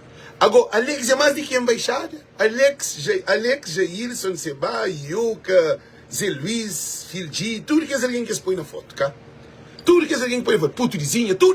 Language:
Kabuverdianu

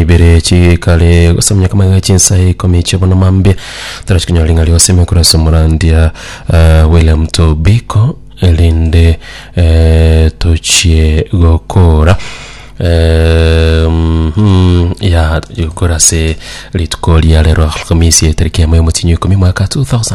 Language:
Gusii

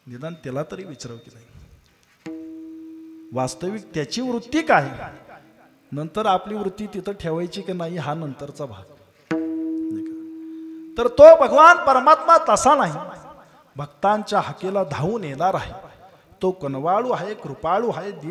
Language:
Marathi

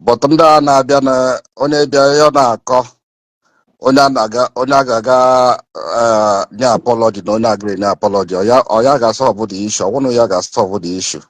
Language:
Igbo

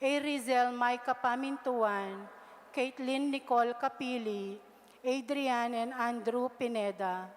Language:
Pampanga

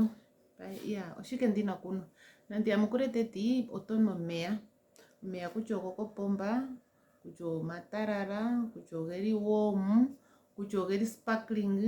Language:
Ndonga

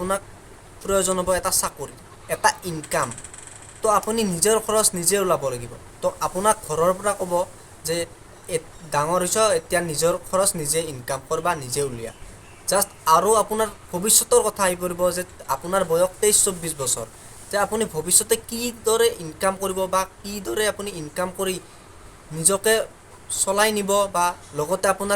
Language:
Assamese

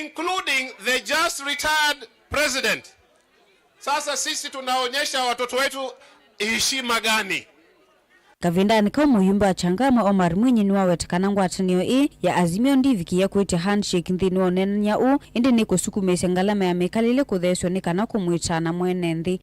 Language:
Kamba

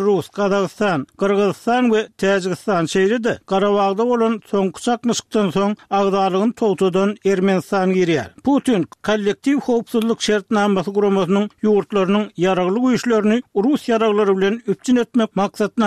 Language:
Turkmen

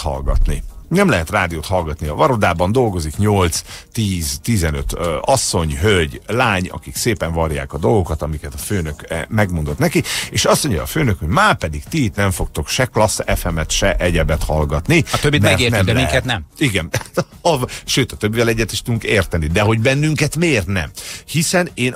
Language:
Hungarian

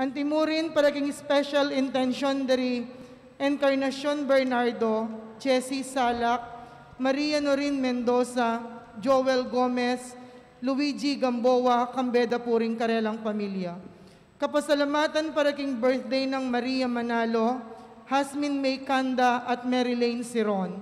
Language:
Pampanga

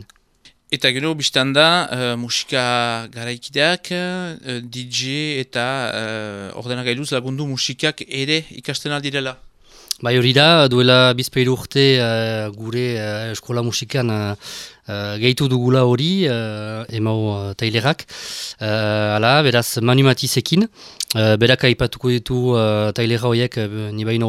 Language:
Basque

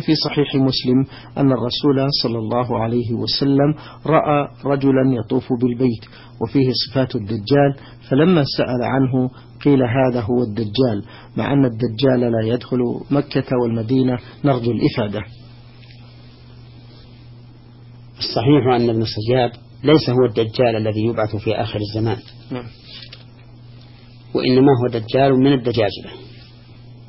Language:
Arabic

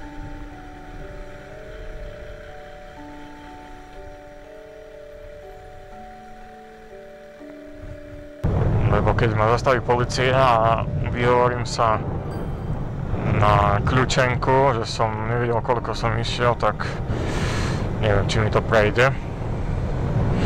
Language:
Slovak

